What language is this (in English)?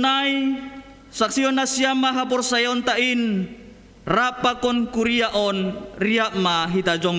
Batak Simalungun